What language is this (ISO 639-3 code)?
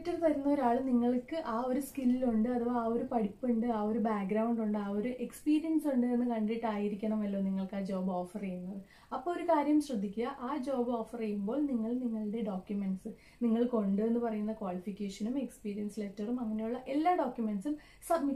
mal